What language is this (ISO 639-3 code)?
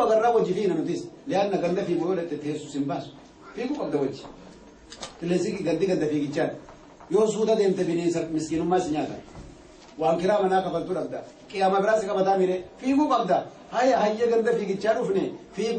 orm